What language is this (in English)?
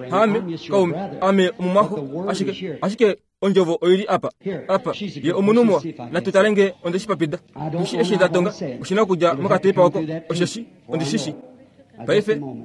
Kuanyama